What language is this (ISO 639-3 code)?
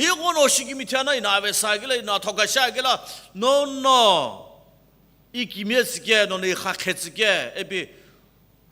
nsm